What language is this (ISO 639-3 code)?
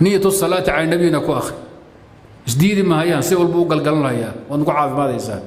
som